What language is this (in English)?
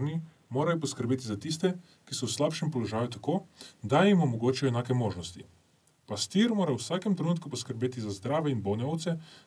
Slovenian